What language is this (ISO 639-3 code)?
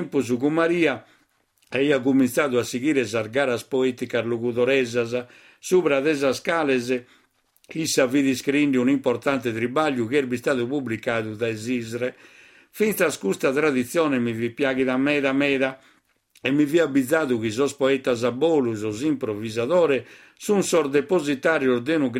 srd